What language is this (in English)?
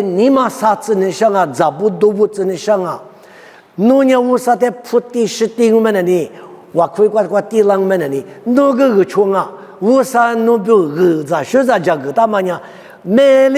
Lisu